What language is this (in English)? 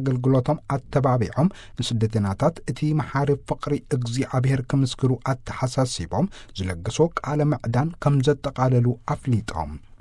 Tigrinya